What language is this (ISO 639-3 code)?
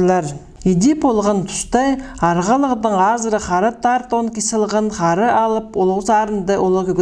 kjh